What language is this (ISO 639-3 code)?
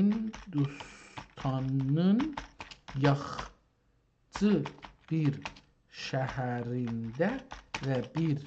azb